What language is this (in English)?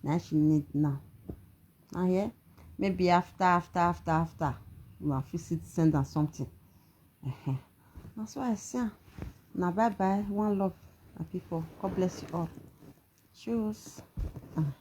Nigerian Pidgin